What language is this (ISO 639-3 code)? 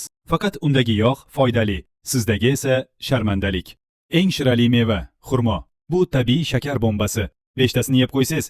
uzb